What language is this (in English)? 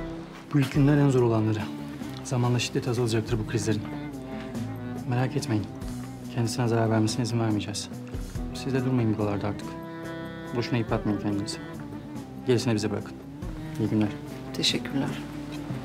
Turkish